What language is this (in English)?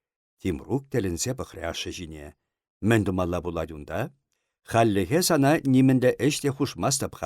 Chuvash